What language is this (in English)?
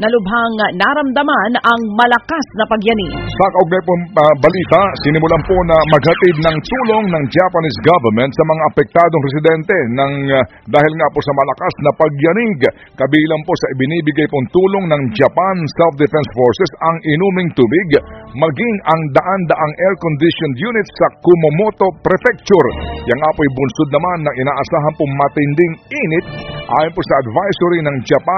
Filipino